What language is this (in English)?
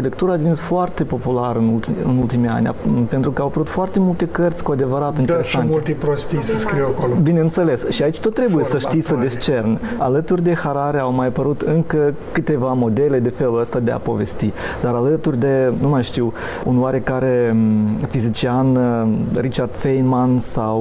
Romanian